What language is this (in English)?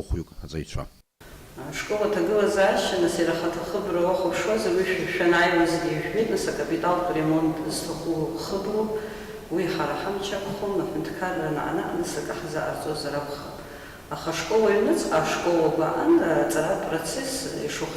Abkhazian